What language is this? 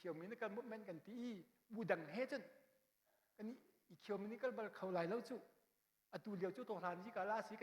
Hakha Chin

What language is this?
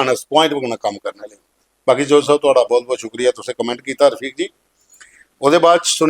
Dogri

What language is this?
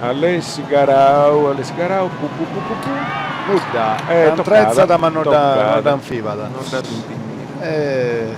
Sardinian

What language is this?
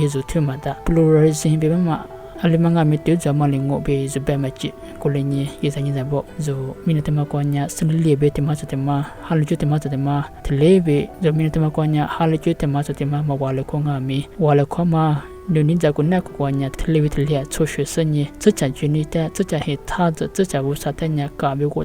Lisu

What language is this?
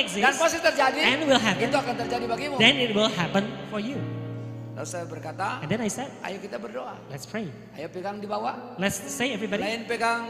Indonesian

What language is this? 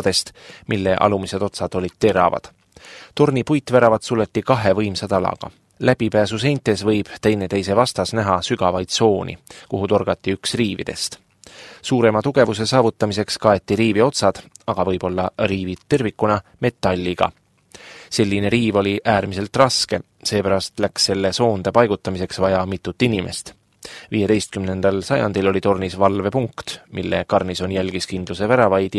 Estonian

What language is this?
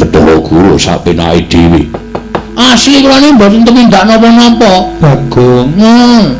Javanese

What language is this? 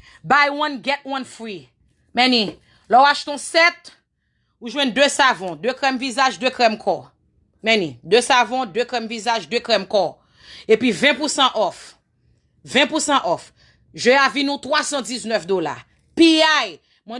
Haitian Creole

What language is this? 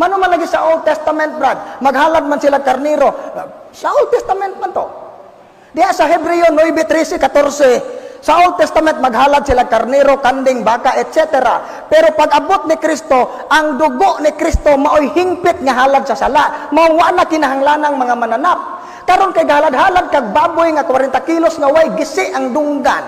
Cebuano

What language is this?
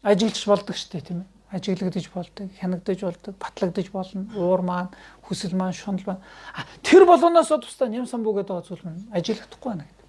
Mongolian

